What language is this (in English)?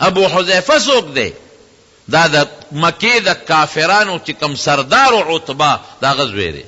Pashto